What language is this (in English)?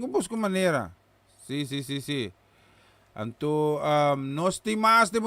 Papiamento